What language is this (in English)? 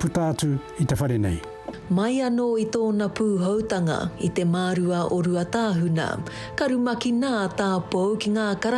Māori